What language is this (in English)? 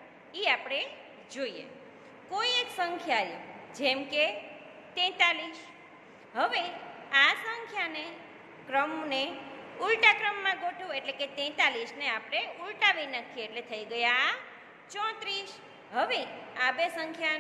Gujarati